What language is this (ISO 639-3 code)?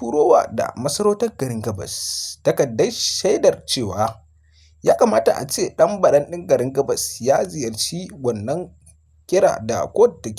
hau